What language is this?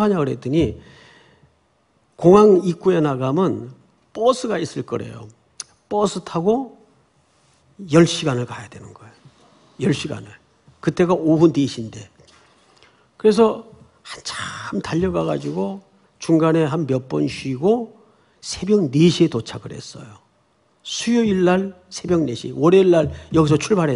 Korean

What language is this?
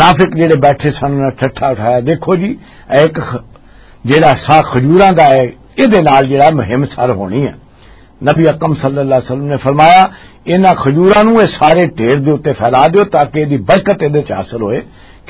Western Panjabi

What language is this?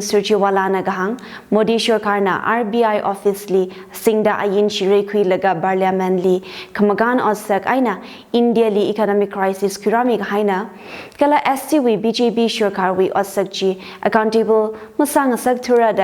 Tangkhul Naga (India)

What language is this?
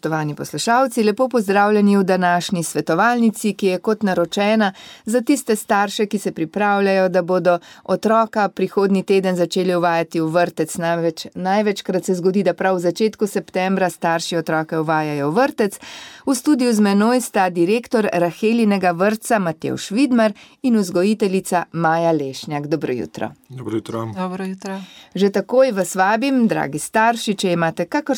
Slovenian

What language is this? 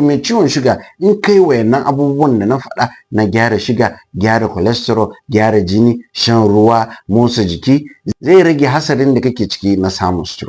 Hausa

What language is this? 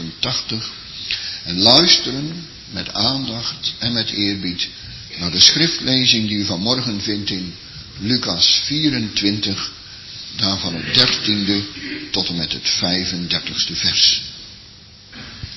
Dutch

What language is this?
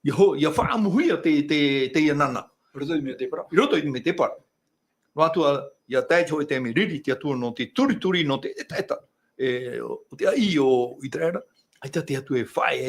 Tahitian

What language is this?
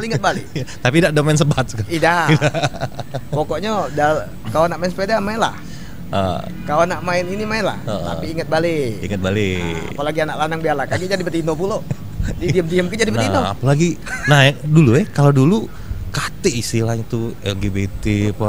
Musi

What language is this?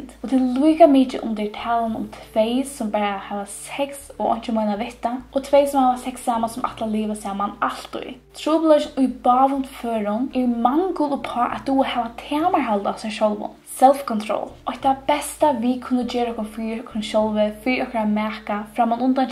Faroese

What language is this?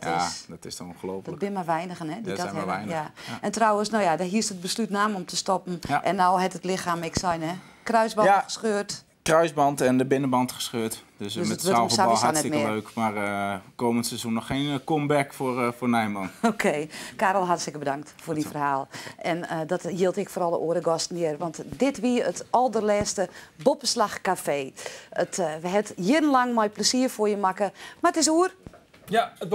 Western Frisian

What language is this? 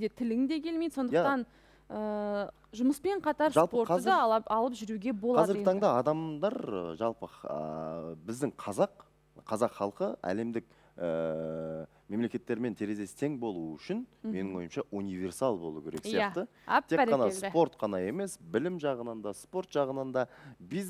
Kazakh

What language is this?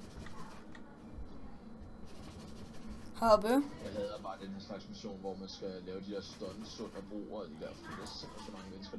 Danish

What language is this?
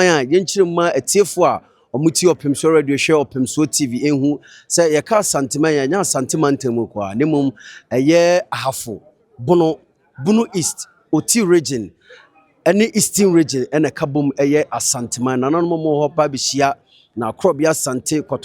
Akan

